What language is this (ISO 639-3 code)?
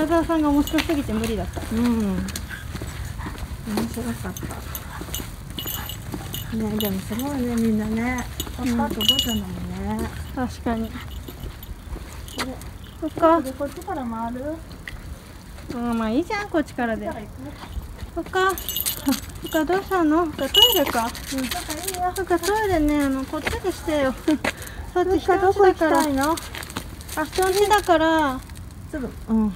jpn